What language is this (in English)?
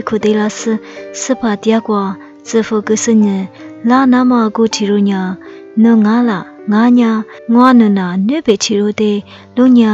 Lisu